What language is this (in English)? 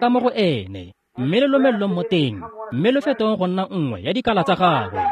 Tswana